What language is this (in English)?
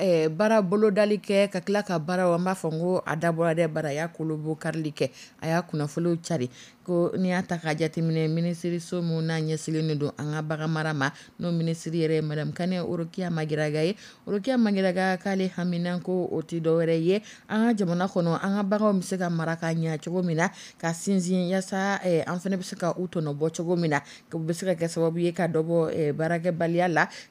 Dyula